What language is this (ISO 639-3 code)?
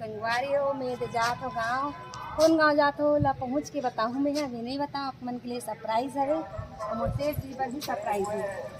hne